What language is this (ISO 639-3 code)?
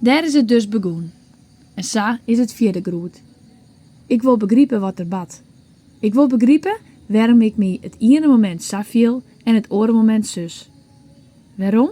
fry